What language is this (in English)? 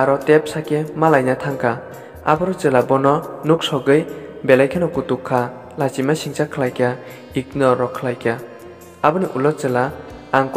Kok Borok